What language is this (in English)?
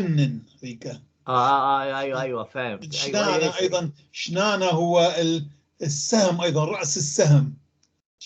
North Levantine Arabic